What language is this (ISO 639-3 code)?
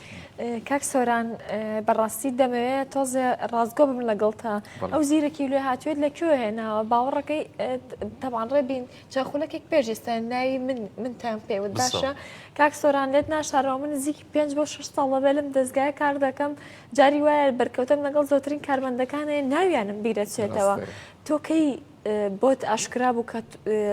ckb